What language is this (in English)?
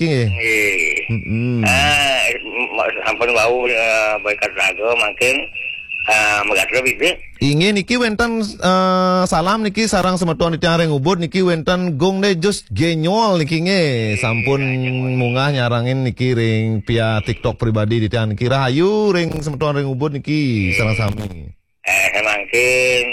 Balinese